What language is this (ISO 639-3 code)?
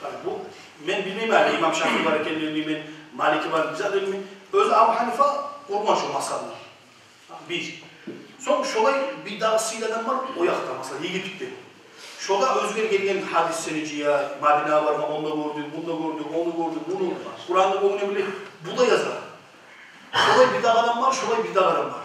kum